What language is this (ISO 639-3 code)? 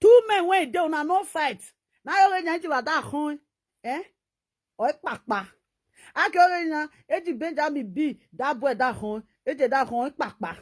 pcm